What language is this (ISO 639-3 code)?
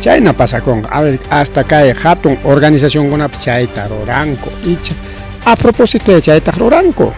quy